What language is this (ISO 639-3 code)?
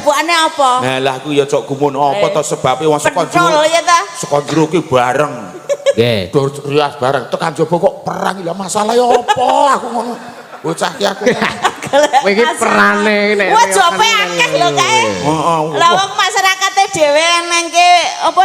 jav